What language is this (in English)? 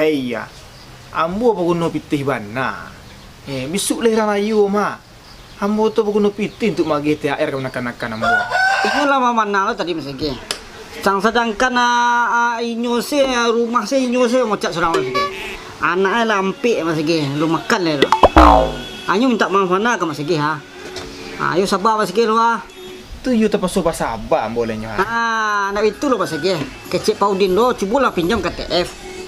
Minangkabau